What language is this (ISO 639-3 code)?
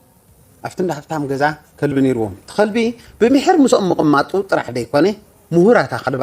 tir